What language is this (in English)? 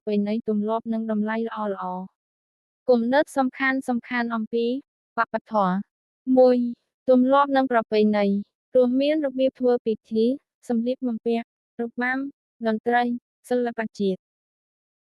Khmer